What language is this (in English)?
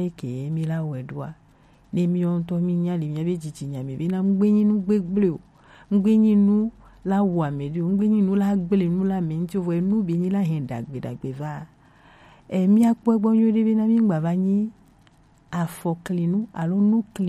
Gen